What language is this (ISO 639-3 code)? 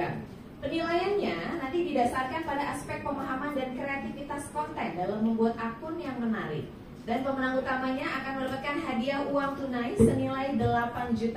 ind